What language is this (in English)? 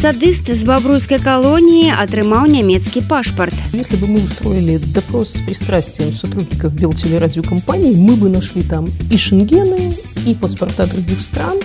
Belarusian